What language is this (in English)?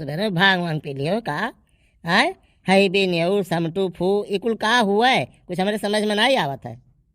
Awadhi